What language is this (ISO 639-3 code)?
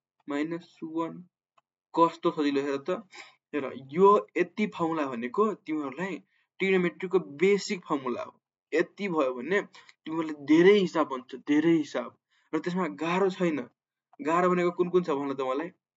nep